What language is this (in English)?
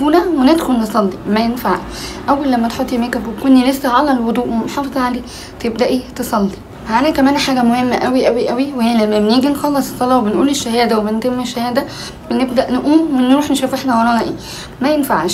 Egyptian Arabic